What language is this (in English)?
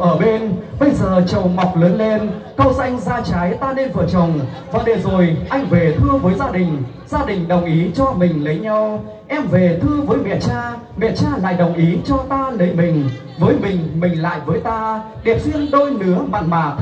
Vietnamese